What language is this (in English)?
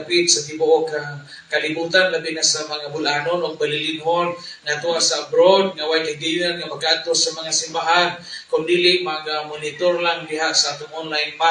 Cebuano